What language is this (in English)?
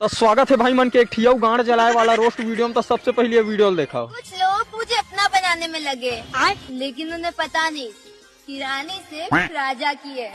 Chhattisgarhi